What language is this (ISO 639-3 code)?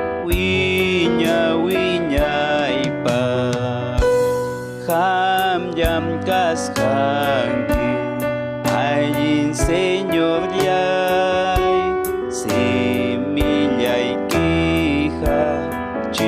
quy